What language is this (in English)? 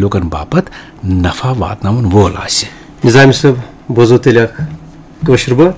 Kashmiri